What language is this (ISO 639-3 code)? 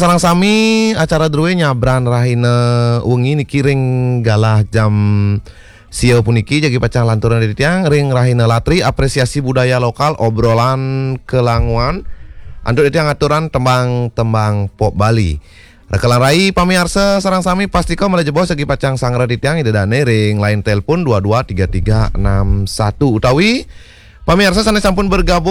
ban